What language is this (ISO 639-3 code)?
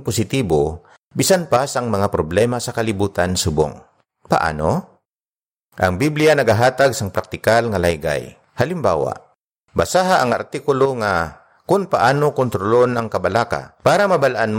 hil